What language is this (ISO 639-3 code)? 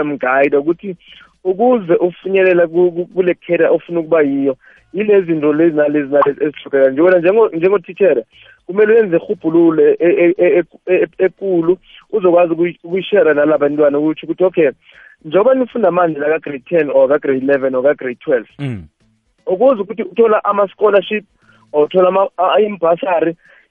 nbl